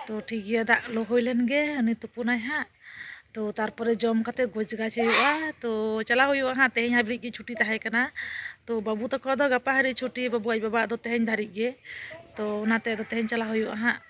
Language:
Santali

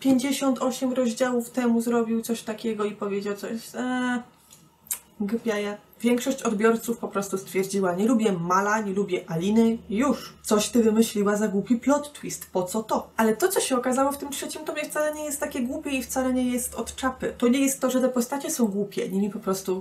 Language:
Polish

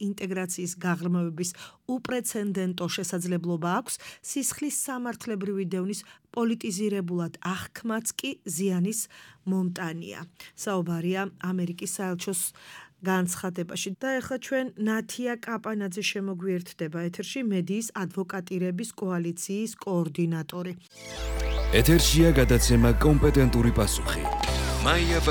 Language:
Georgian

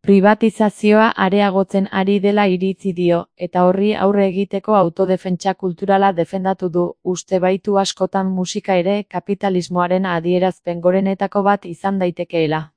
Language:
Basque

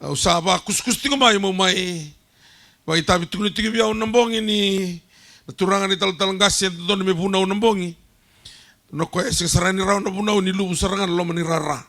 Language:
Fijian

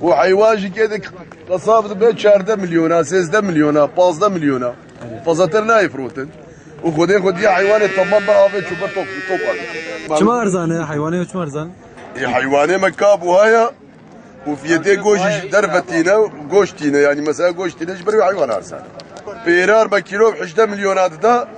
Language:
Kurdish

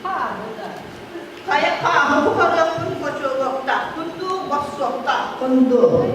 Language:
Yakut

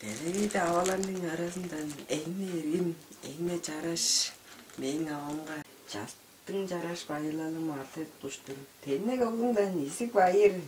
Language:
Tuvinian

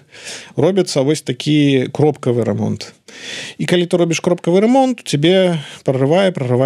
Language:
Belarusian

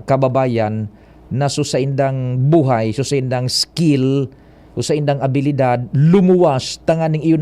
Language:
Bikol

